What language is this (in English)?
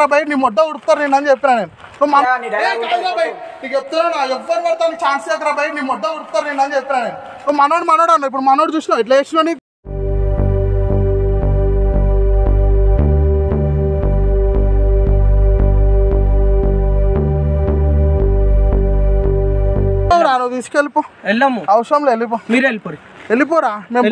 Telugu